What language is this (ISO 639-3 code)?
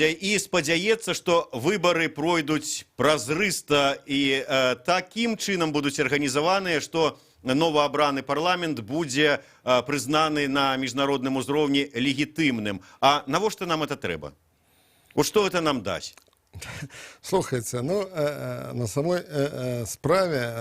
bel